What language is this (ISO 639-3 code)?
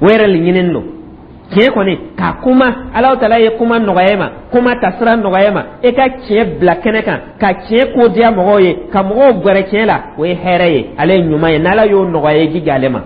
dyu